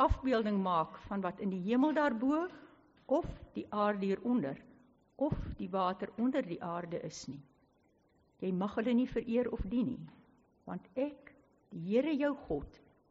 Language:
Afrikaans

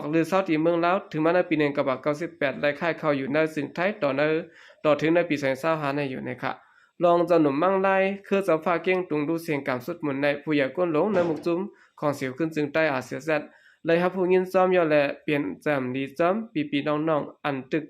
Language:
Shan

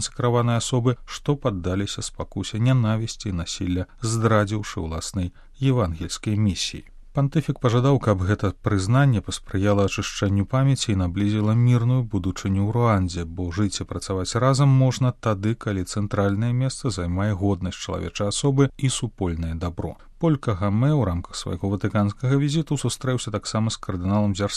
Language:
Belarusian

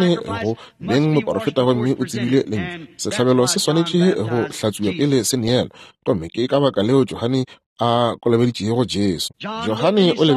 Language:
Northern Sotho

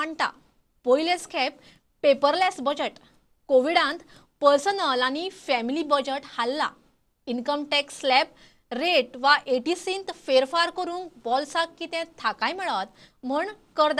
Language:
Konkani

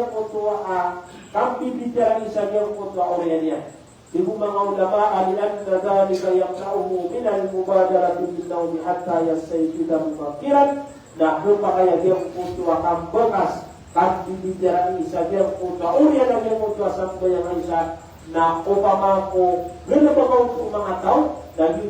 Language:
Maranao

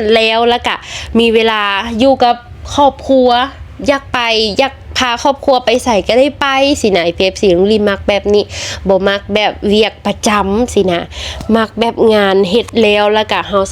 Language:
Lao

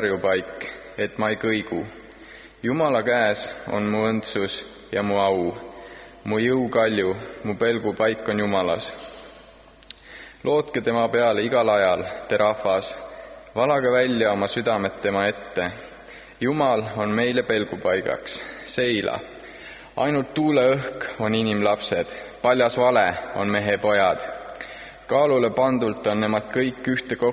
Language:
Estonian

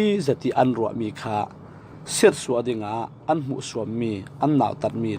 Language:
Falam Chin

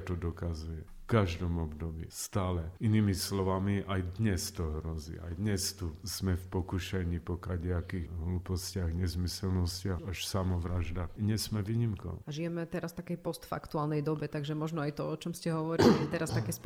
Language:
Slovak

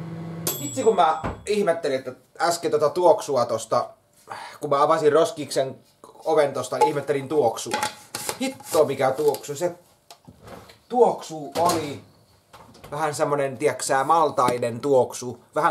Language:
Finnish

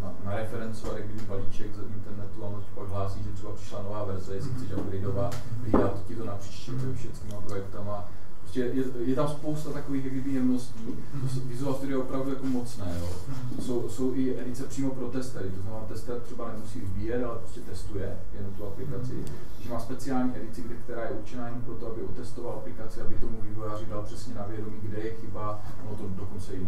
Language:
Czech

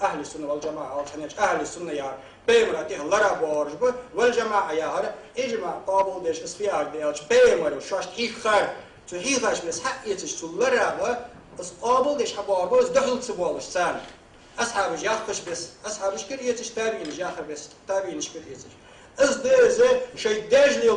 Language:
Ingush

